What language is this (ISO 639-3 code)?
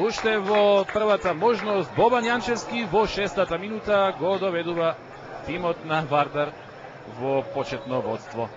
mkd